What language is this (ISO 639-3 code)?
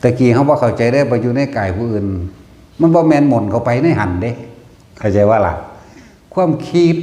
tts